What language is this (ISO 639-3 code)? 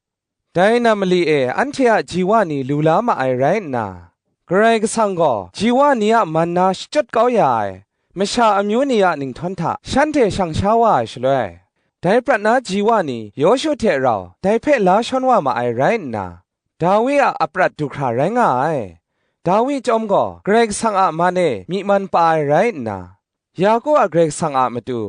kac